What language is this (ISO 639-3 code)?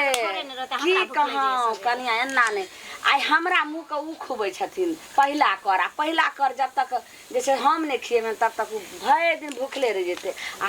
mai